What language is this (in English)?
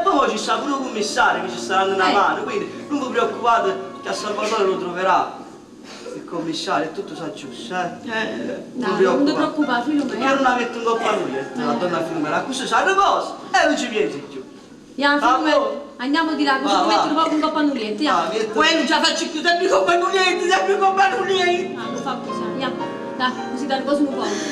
Neapolitan